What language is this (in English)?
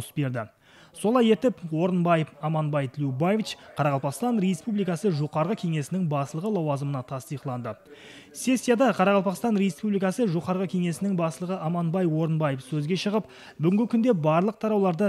Kara-Kalpak